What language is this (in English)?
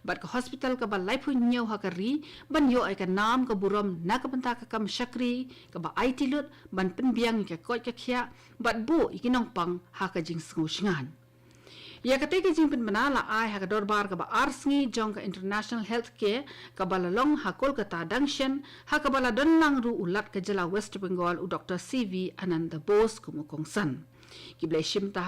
Khasi